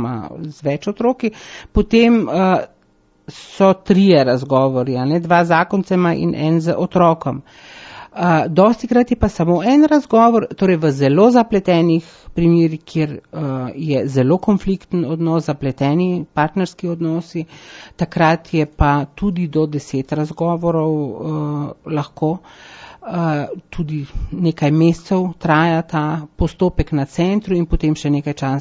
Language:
Slovenian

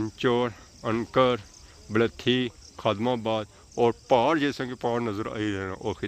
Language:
Pahari-Potwari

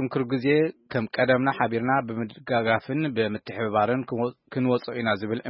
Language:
Tigrinya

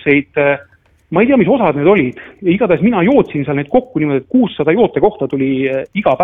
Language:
Estonian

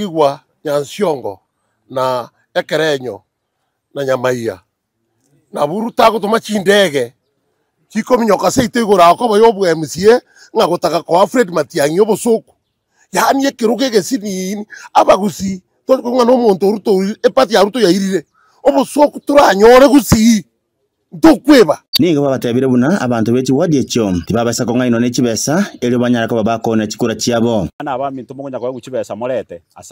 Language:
Gusii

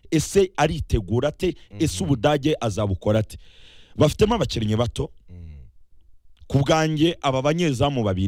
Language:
Kinyarwanda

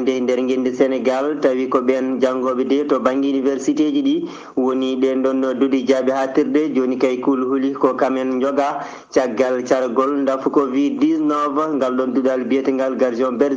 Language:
Fula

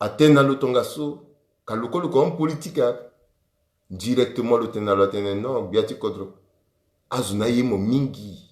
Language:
Sango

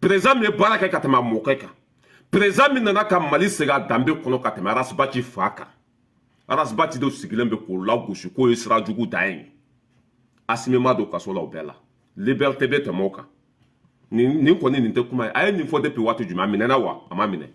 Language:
Bambara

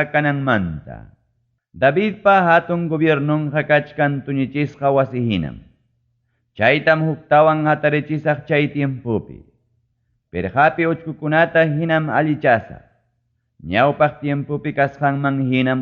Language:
Ayacucho Quechua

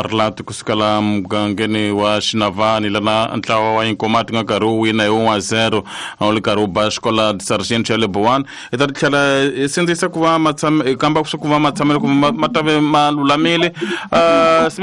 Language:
Tsonga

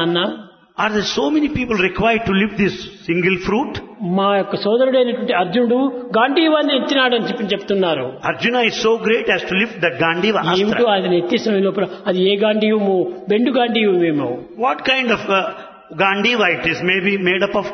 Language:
Telugu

